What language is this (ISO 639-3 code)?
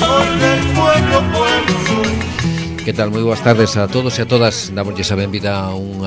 glg